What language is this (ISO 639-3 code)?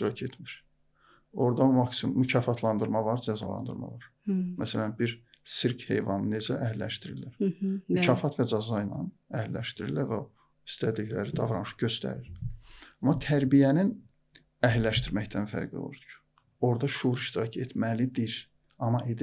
aze